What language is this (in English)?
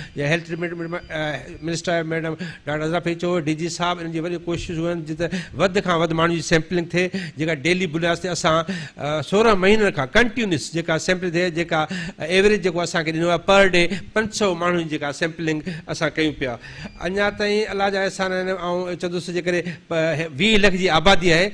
Sindhi